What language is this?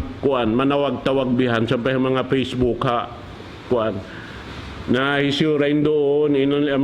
Tausug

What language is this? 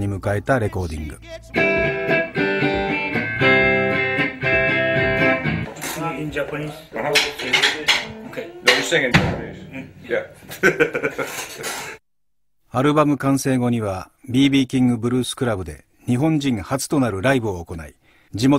Japanese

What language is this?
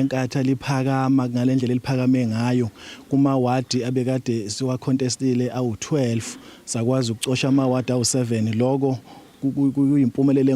Zulu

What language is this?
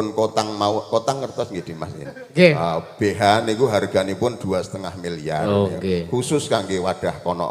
Javanese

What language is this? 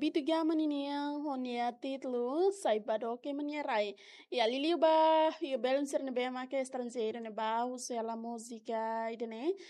Tetum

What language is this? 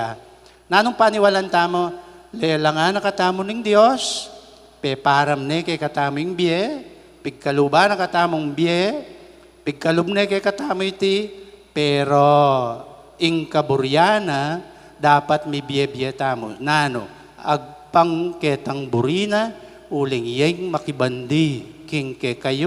Pampanga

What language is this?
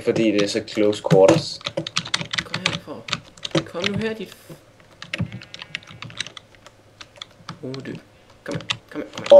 Danish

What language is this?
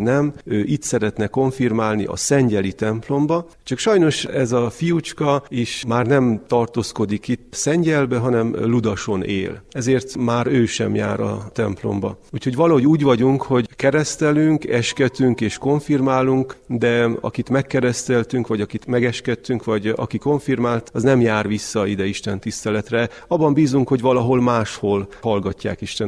Hungarian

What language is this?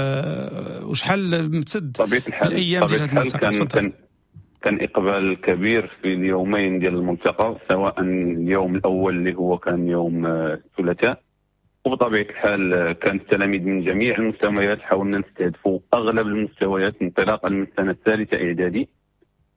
Moroccan Arabic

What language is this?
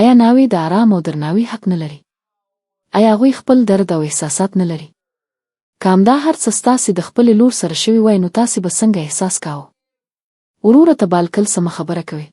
Pashto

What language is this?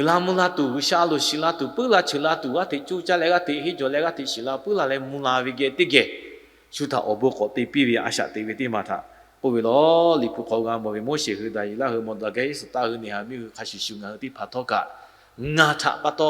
Lahu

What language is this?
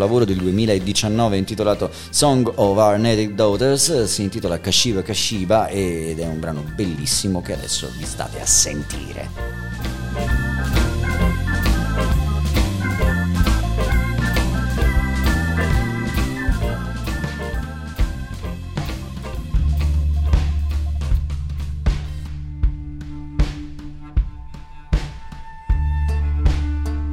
Italian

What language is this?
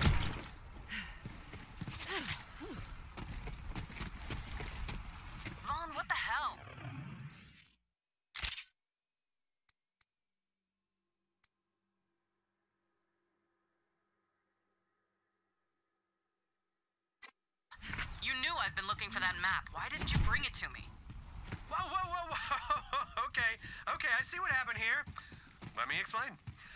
English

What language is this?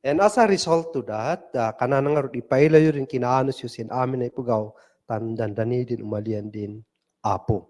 Kankanaey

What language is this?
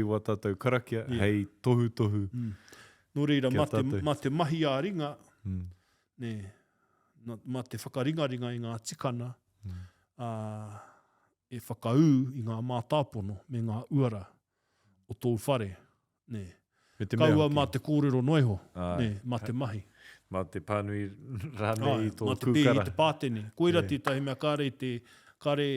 Māori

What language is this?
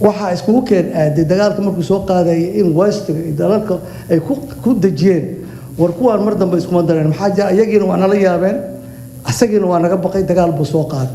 Somali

